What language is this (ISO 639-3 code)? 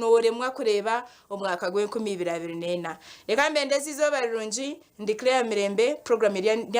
nyn